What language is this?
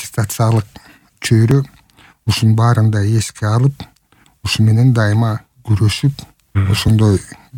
Kyrgyz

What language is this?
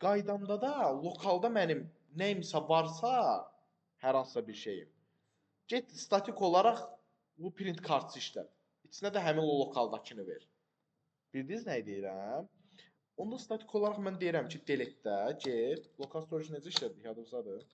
Azerbaijani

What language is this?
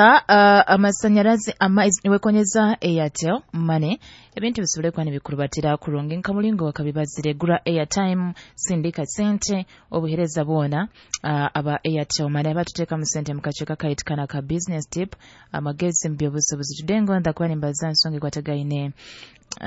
Nyoro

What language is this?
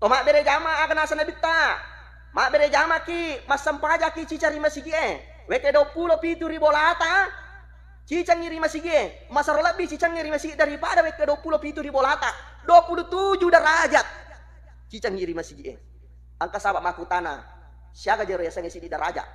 Buginese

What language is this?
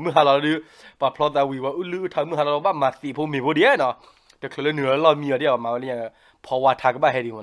S'gaw Karen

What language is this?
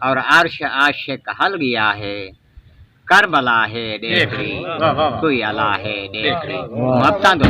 Saraiki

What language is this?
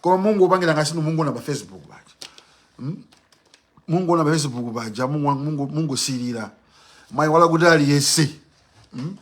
Nyanja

